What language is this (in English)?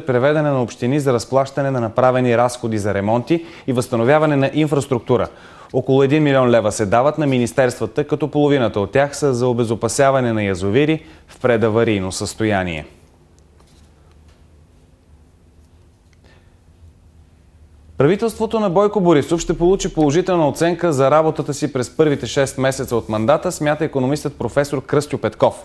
Bulgarian